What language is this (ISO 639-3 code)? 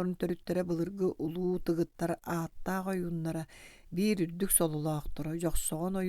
sah